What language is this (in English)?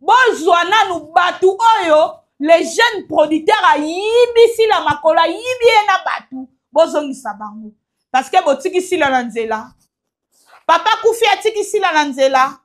Lingala